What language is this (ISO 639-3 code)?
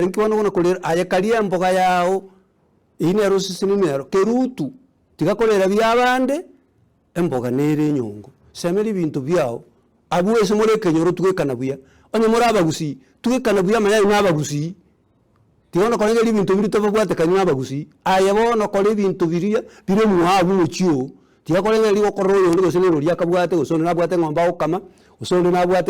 guz